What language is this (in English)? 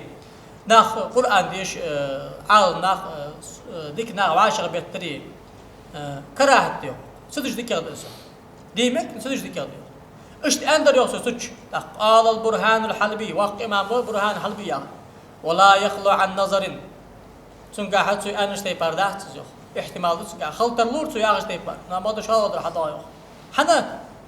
Ingush